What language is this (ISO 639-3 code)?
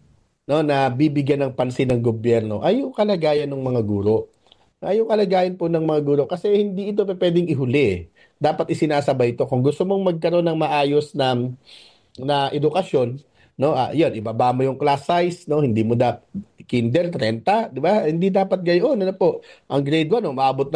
fil